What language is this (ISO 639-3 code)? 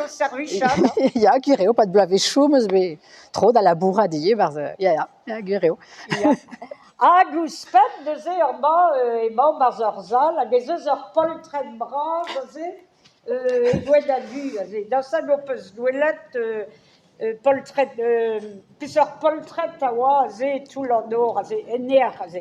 bre